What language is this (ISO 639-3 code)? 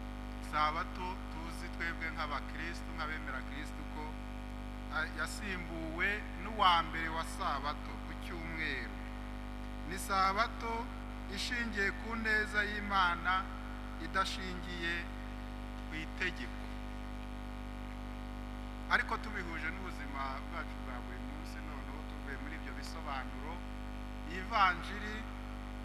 kin